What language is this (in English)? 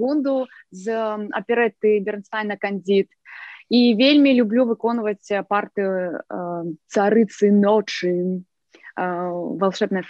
Belarusian